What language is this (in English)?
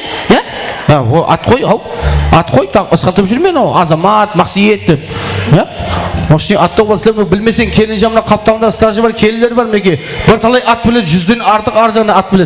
Kara-Kalpak